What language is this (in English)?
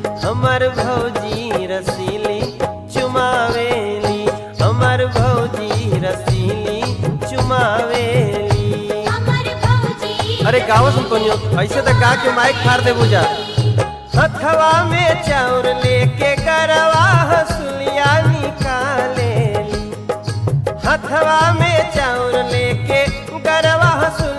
Bhojpuri